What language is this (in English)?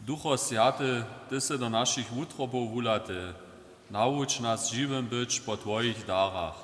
Upper Sorbian